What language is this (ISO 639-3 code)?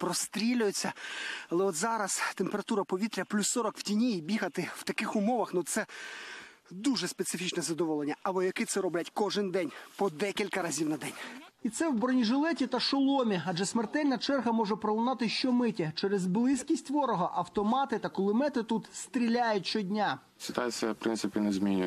ukr